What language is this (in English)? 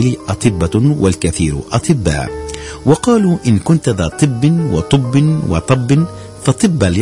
Tunisian Arabic